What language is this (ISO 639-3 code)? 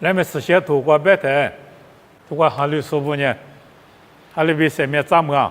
lis